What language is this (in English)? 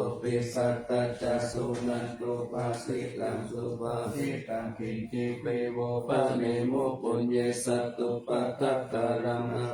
Pali